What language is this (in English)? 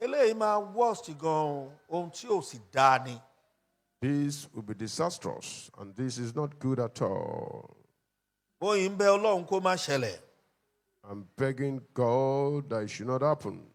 Yoruba